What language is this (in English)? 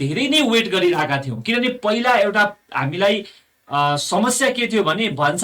Nepali